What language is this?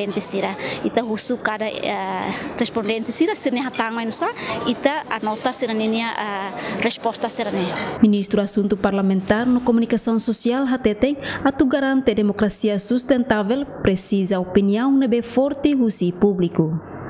Tetum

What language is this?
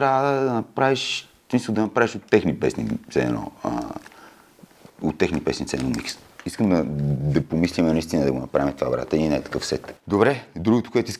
Bulgarian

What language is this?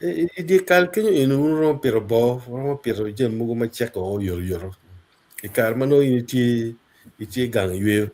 Acoli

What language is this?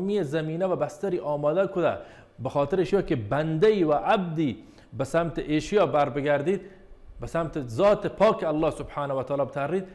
Baluchi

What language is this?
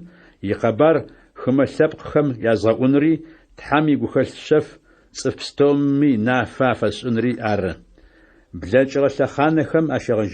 Adyghe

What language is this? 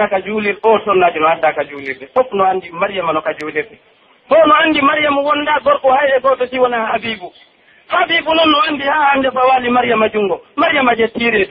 Pular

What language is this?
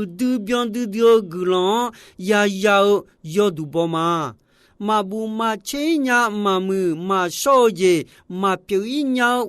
Akha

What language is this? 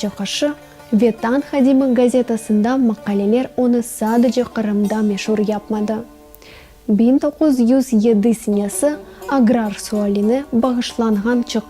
Crimean Tatar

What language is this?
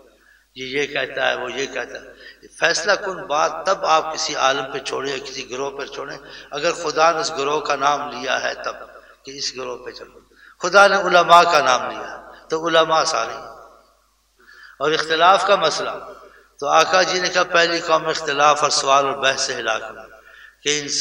Urdu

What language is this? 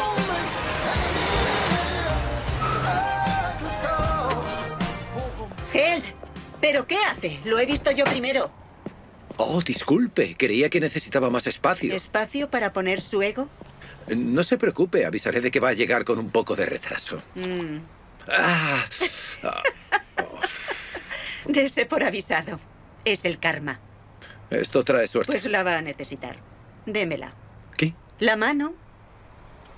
Spanish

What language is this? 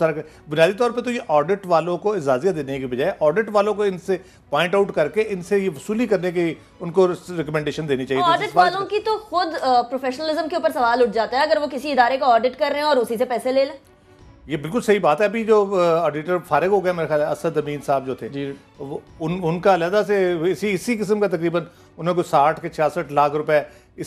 Urdu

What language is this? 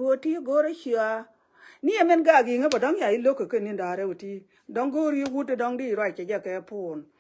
Nuer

